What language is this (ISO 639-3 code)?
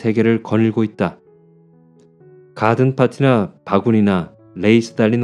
kor